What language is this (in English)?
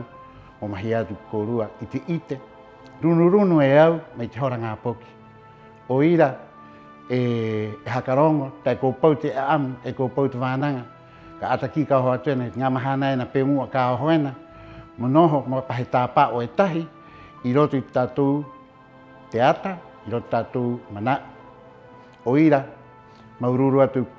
Rapanui